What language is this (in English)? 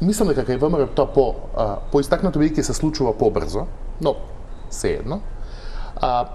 Macedonian